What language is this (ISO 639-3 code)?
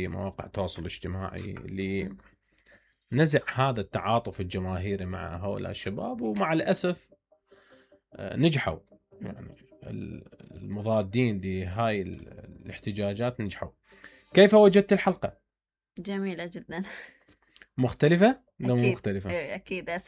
acm